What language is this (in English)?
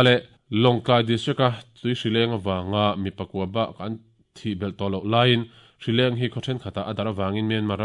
Mizo